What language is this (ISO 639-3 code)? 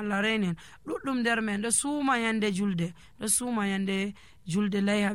fuv